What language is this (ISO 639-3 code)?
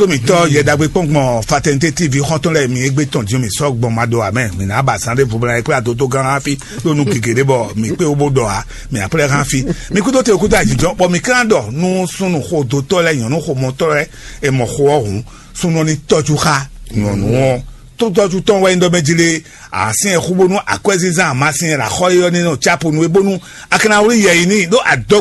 fon